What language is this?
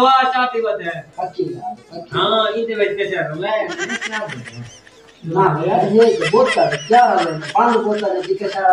Saraiki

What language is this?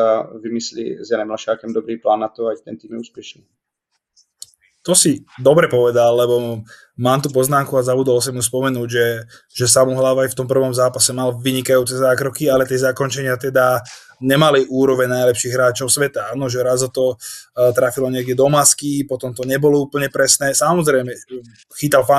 Slovak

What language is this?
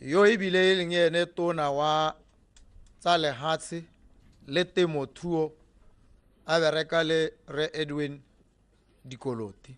Tswana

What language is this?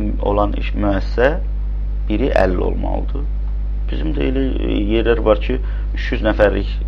Azerbaijani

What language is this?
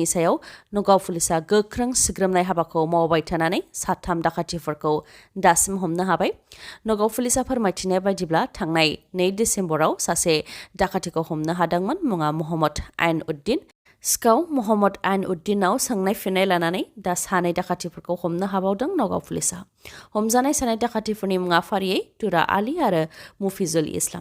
Bodo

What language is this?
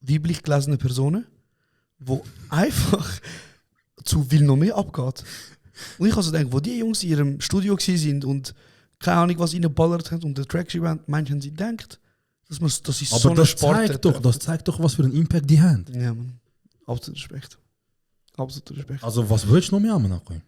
Swiss German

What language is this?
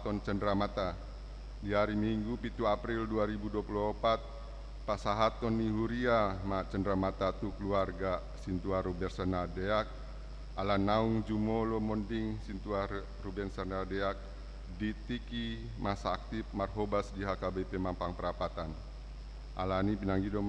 Batak Toba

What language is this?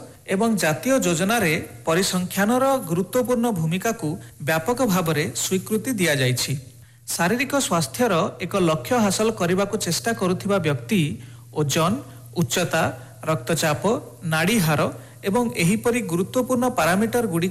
Odia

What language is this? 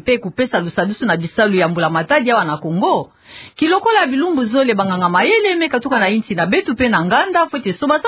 Kituba (Democratic Republic of Congo)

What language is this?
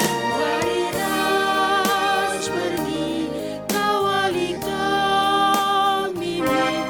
Batak Karo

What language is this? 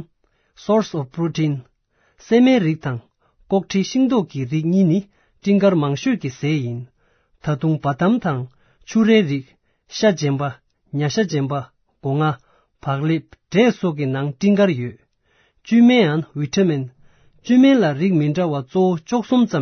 Tibetan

